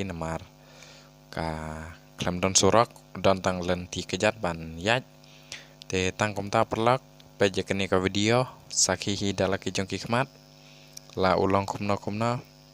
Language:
Khasi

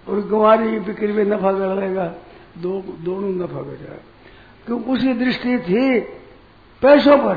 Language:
Hindi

